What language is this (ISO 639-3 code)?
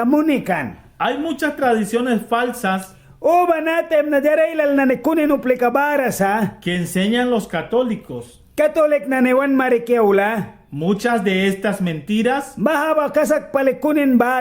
miq